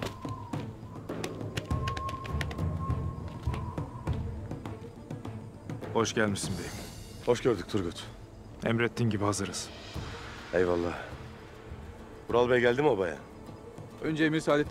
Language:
Turkish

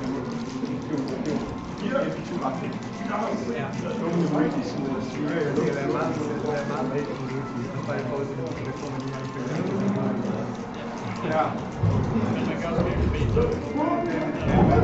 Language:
Danish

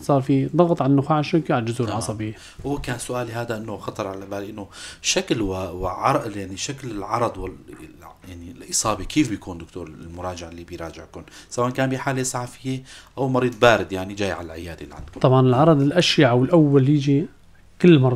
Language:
North Levantine Arabic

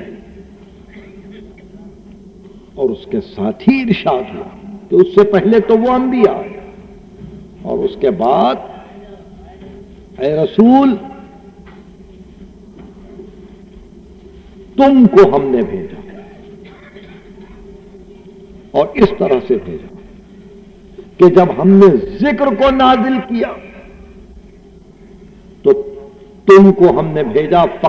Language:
Urdu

